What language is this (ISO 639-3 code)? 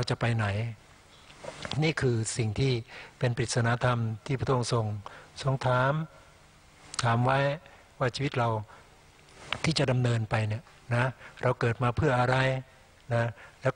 tha